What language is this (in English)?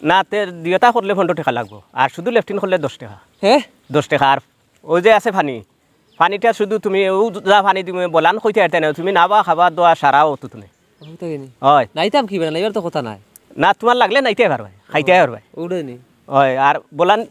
Sylheti